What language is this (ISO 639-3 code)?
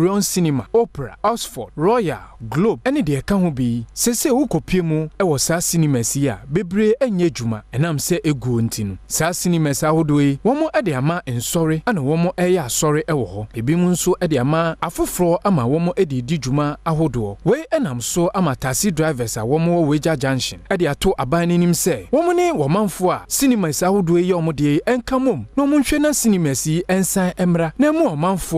aka